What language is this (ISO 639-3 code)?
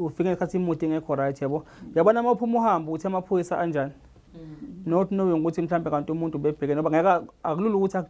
zul